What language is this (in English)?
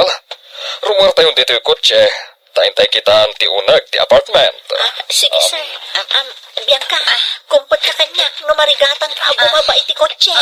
Iloko